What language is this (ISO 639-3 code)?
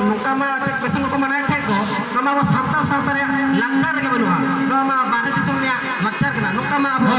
sat